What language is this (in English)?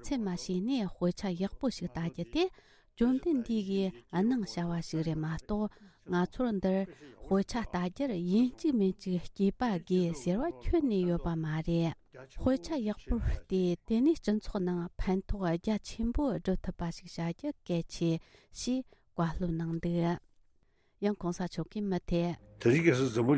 Tibetan